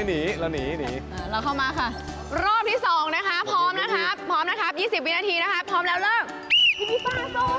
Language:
Thai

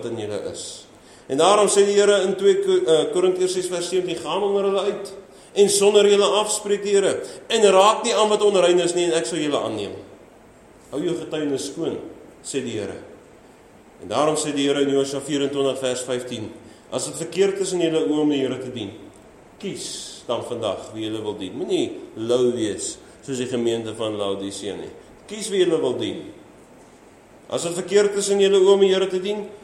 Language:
Afrikaans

